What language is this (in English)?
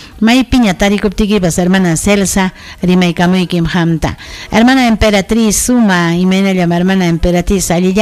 Ayacucho Quechua